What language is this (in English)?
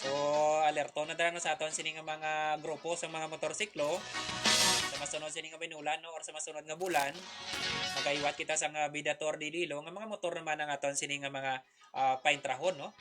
Hiligaynon